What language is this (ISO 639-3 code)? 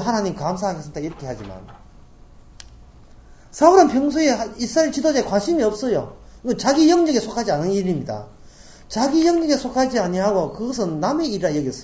kor